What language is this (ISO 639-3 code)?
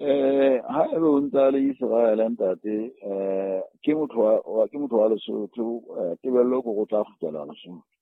sot